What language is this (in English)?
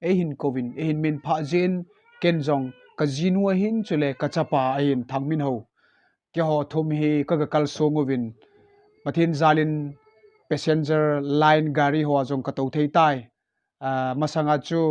Thado Chin